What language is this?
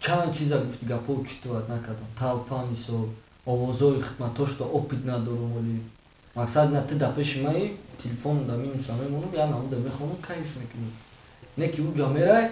Tajik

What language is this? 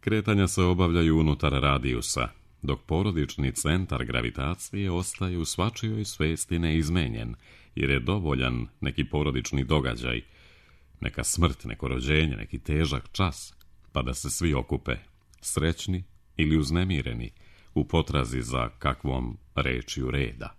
Serbian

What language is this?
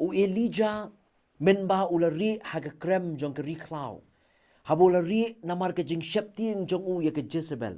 Khasi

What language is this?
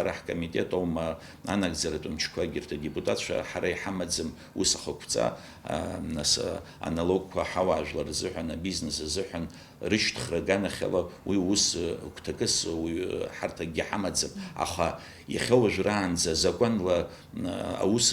Abkhazian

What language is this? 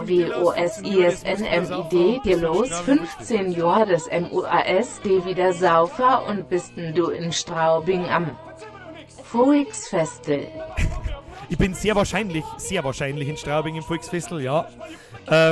Bavarian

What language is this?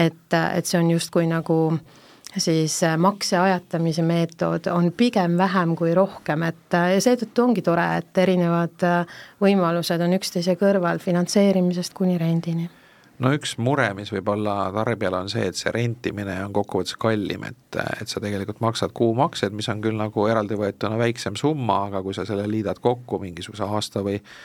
Estonian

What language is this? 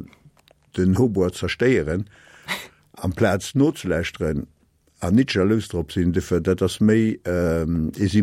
Luxembourgish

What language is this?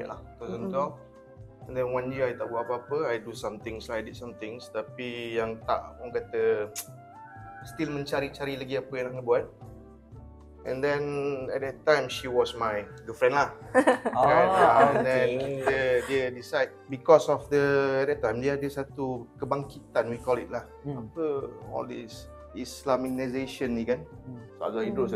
Malay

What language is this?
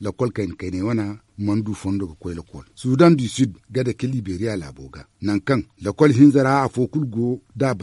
Zarma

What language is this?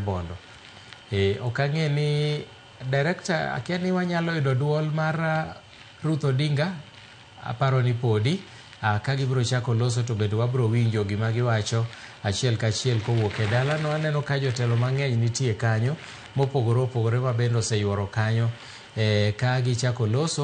Luo (Kenya and Tanzania)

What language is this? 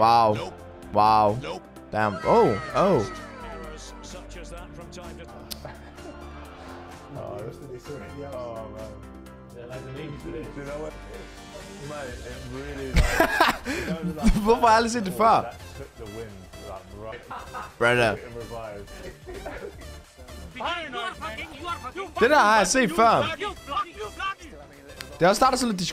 Danish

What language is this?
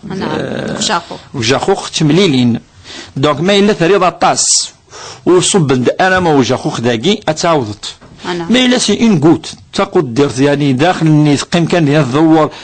Kabyle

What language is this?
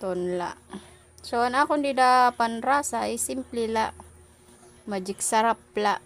Waray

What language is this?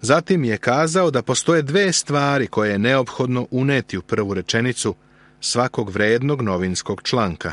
Serbian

